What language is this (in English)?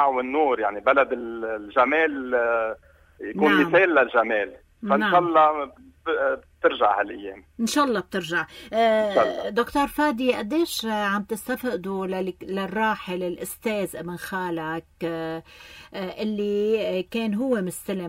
North Levantine Arabic